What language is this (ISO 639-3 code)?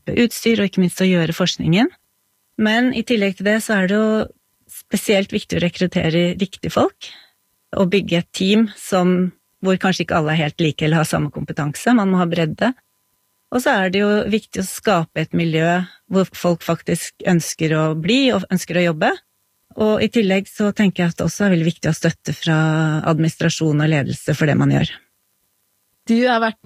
nor